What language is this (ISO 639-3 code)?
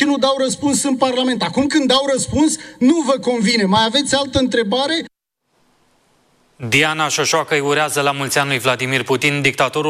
ron